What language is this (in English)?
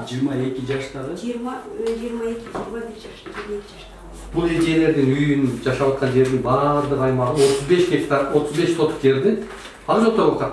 Kyrgyz